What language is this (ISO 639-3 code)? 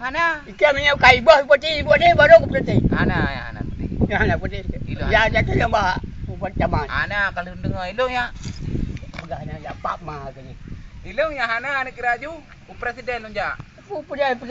ace